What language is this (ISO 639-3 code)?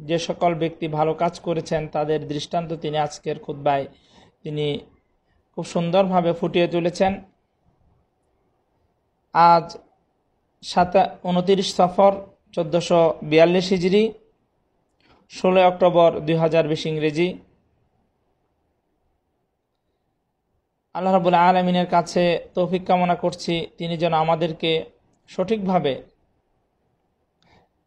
ben